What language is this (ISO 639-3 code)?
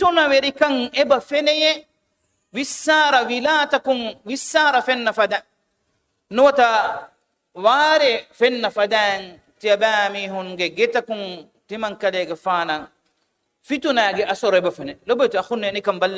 div